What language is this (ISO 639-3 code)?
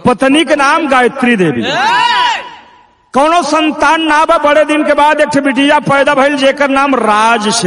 bho